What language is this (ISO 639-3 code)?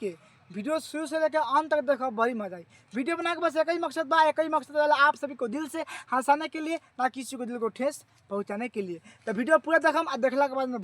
bho